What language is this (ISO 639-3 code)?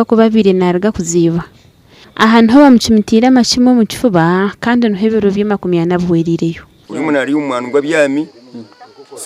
nyn